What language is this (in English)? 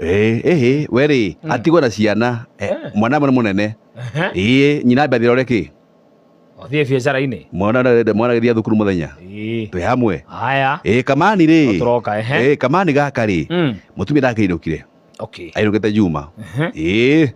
Kikuyu